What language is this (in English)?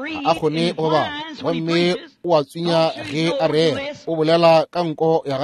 Northern Sotho